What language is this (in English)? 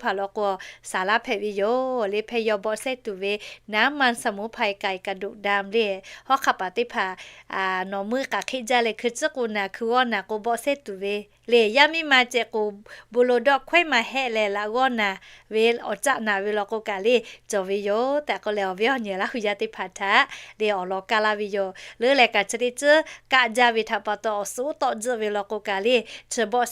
Lahu